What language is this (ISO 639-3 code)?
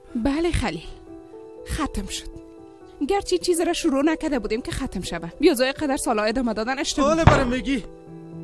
tgk